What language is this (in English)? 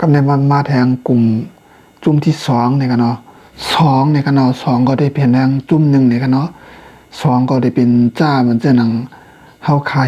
Shan